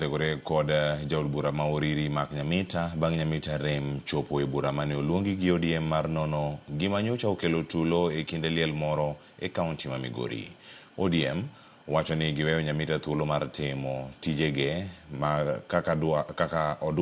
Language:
Luo (Kenya and Tanzania)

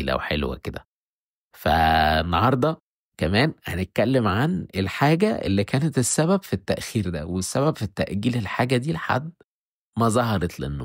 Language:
Egyptian Arabic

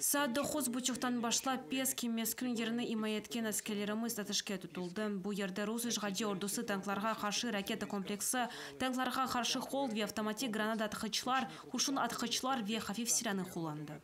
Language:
Crimean Tatar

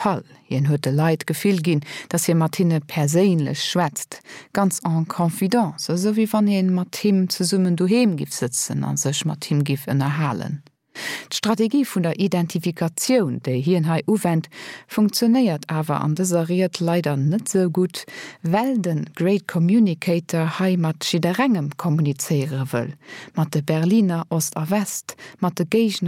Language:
Luxembourgish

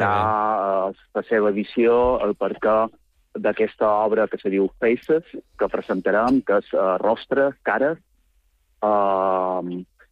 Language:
Catalan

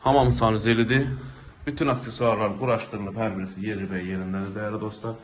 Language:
Azerbaijani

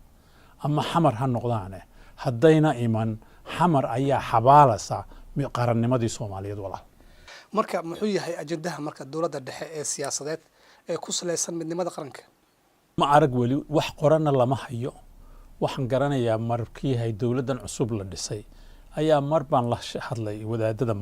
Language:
Somali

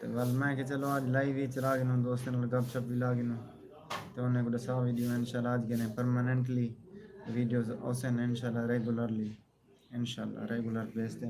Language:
Saraiki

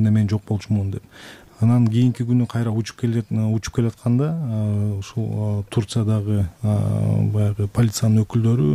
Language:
Kyrgyz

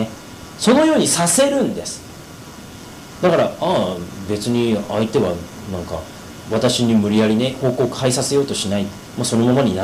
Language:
Japanese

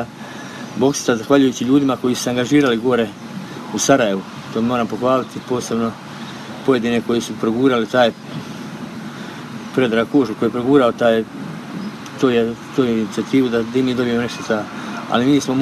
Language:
Croatian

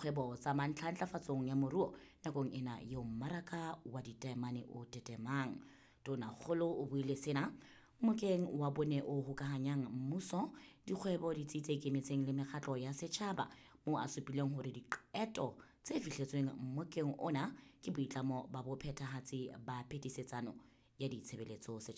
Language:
Southern Sotho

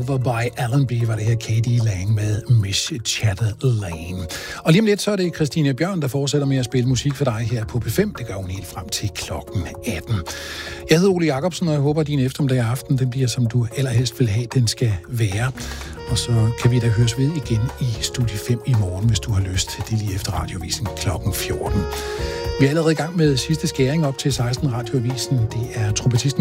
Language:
Danish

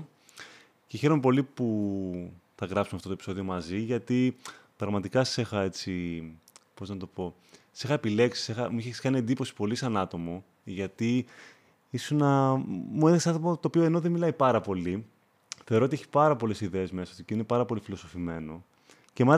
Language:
Greek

